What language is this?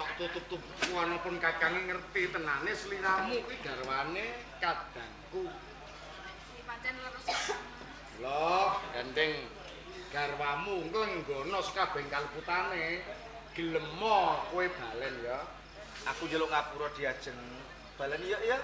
Javanese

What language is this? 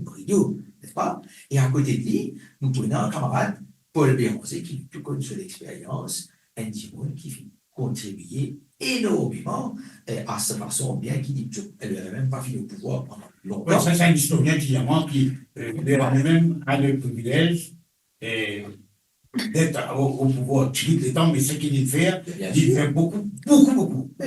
Morisyen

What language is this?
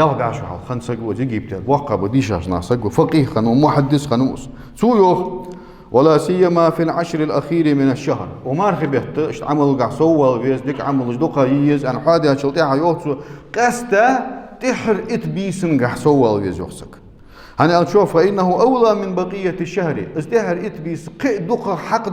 Ingush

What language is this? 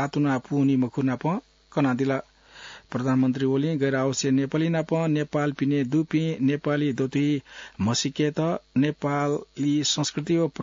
Newari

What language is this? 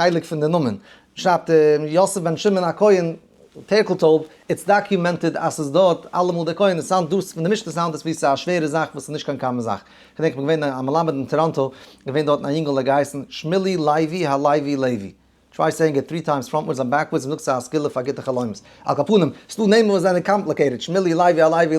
Yiddish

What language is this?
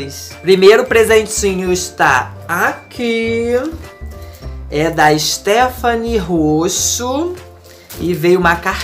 Portuguese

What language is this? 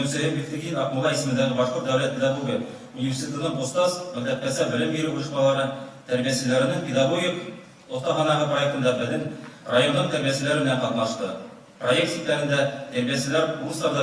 Bashkir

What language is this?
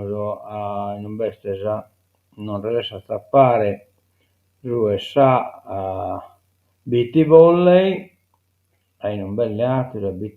Sardinian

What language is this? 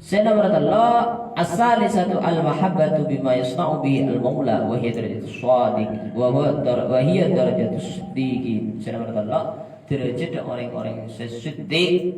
Madurese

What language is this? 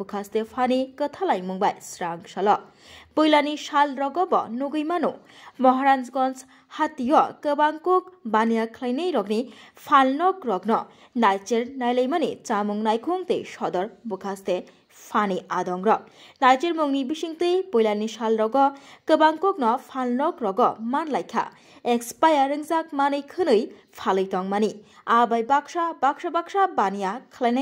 Kok Borok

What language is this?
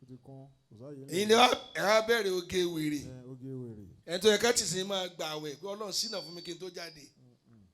Yoruba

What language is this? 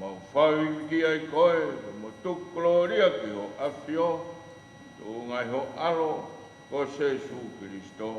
Tongan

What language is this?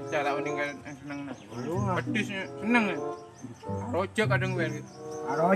Madurese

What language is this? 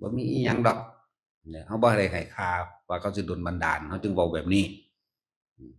Northeastern Thai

